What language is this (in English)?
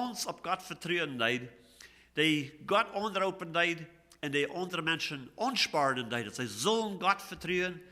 Plautdietsch